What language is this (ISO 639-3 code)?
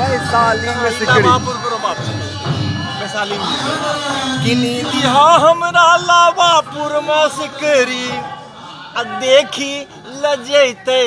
anp